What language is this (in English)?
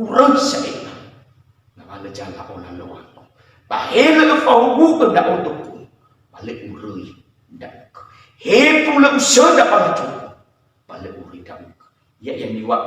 Nias